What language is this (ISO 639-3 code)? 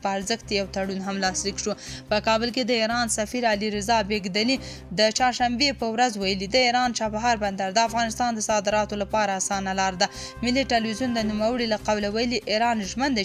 pus